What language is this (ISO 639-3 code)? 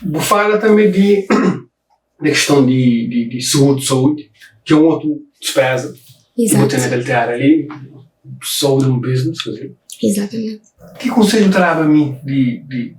kea